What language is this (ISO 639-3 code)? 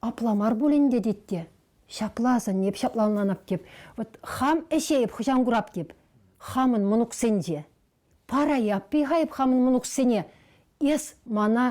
chv